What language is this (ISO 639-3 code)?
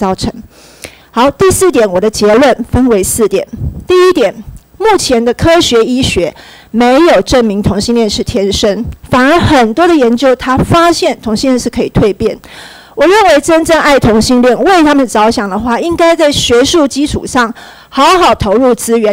zho